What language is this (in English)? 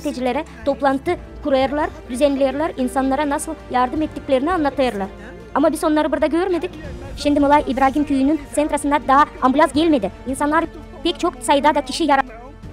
Gagauz